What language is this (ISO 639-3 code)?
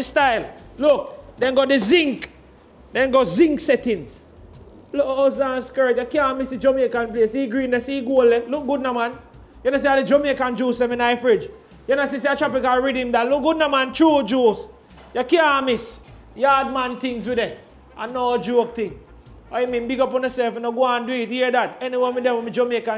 jam